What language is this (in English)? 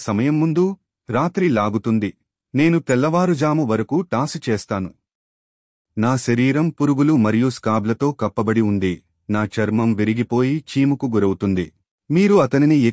Telugu